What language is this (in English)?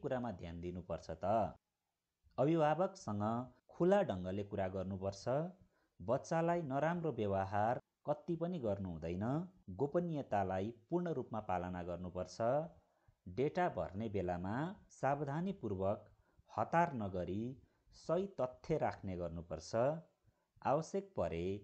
Nepali